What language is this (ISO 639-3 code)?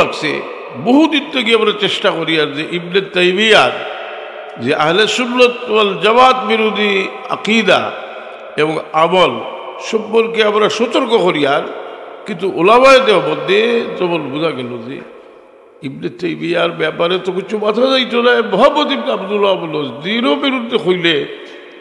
syl